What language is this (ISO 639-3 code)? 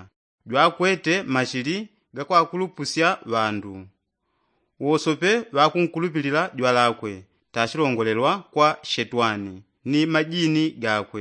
yao